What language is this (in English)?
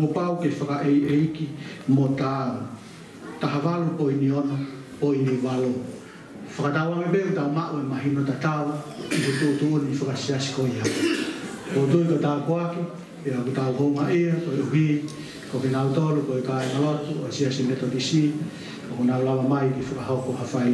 Tongan